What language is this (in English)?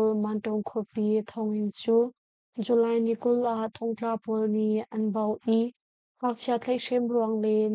Hakha Chin